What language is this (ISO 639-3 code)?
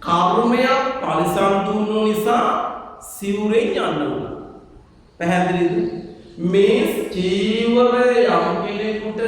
sin